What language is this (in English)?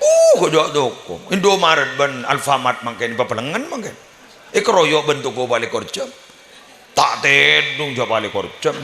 Madurese